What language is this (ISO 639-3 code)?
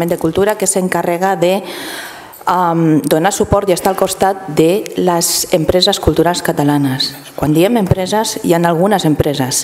cat